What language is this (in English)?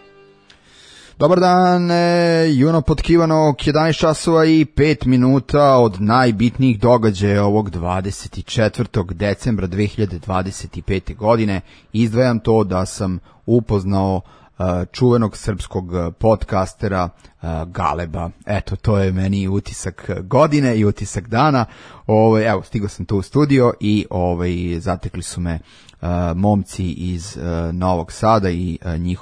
Serbian